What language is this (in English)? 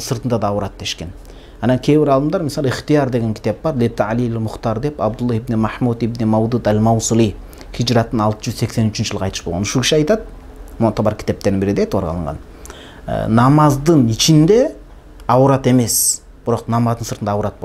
Kyrgyz